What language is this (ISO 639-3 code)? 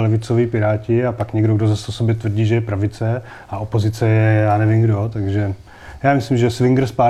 ces